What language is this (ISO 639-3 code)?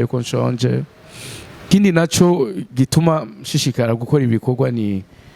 run